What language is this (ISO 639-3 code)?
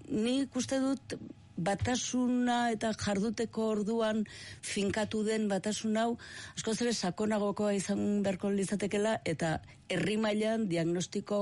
eus